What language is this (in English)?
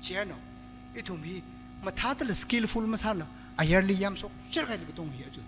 Tangkhul Naga (India)